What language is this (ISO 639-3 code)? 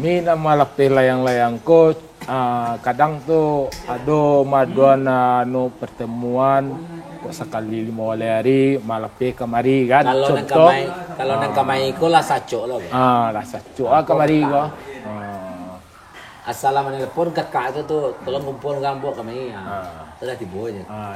min